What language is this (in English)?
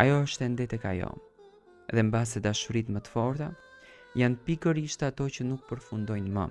Albanian